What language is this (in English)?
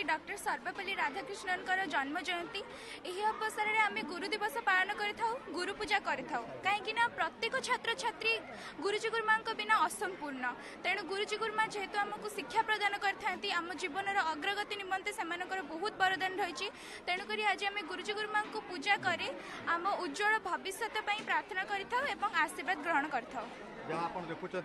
Odia